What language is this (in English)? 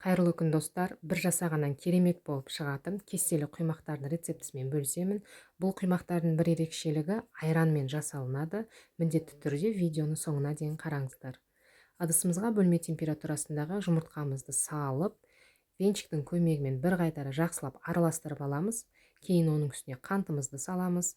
Kazakh